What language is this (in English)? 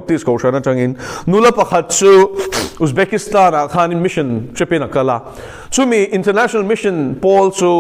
Mizo